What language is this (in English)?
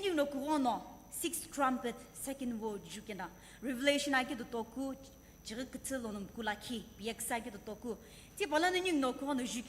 Sumi Naga